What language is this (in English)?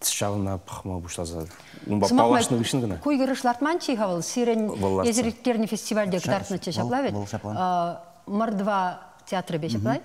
Chuvash